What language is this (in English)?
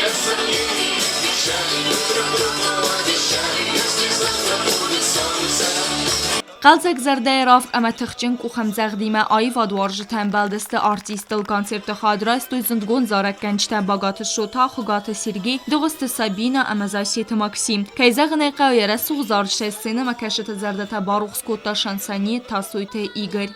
Ossetic